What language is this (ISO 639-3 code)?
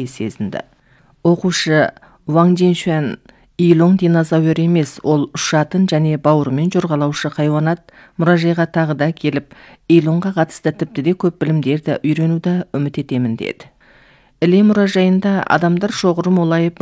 kaz